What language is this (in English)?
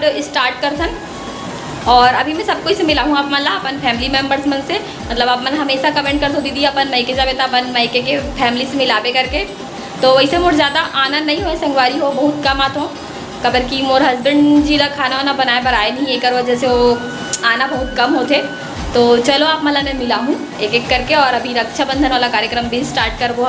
Chhattisgarhi